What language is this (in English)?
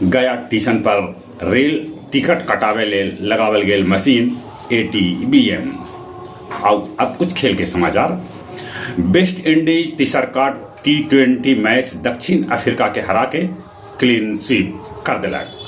Magahi